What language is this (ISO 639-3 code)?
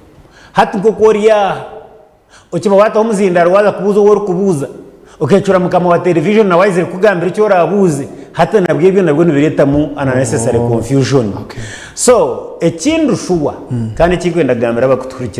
nyn